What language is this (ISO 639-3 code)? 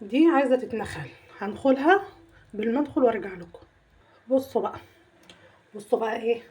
arz